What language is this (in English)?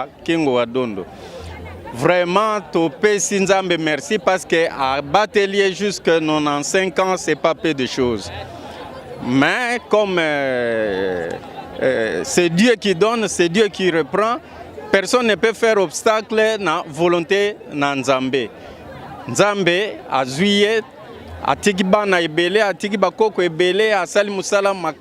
Lingala